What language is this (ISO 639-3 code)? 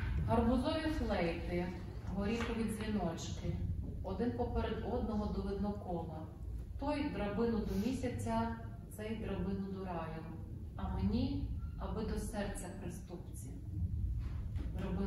ukr